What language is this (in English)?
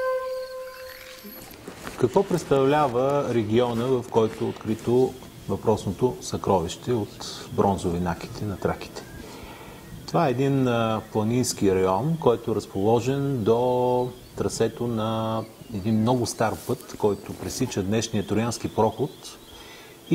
Bulgarian